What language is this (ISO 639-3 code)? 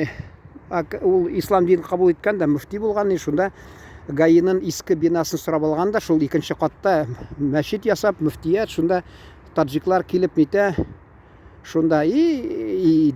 tat